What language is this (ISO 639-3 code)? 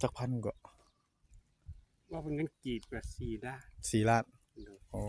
tts